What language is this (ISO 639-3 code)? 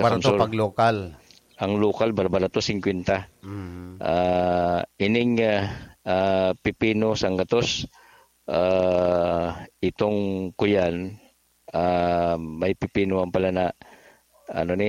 bik